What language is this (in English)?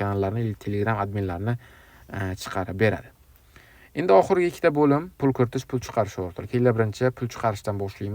Uzbek